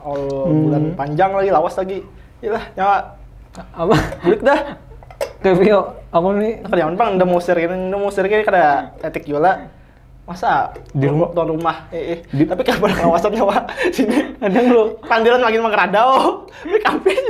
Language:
Banjar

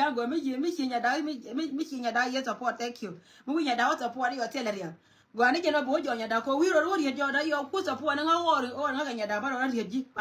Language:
Nuer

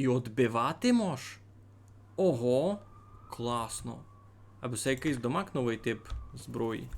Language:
Rusyn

